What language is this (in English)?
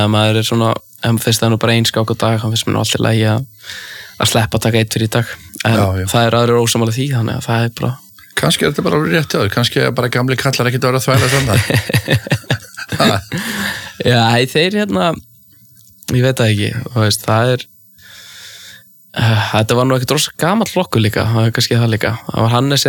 Icelandic